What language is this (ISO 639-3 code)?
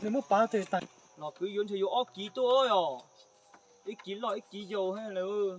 hmn